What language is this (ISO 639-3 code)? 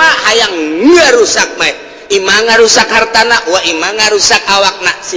sun